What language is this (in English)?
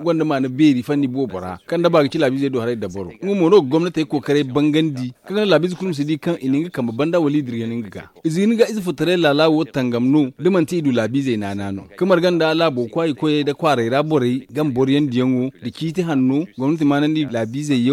Zarma